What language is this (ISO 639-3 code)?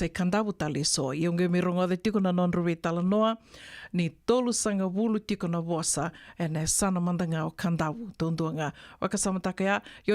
fij